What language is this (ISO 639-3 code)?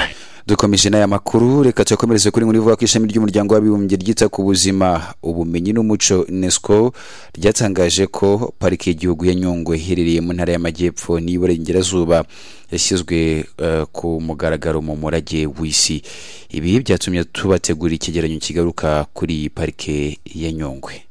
kin